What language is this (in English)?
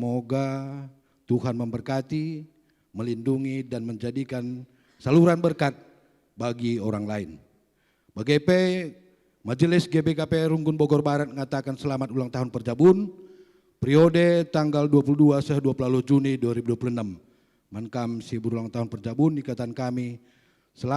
Batak Karo